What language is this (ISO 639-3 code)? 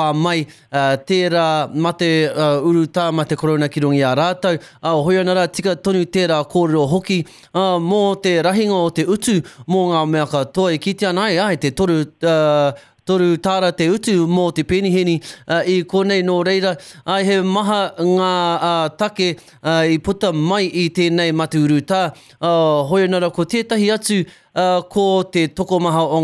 mri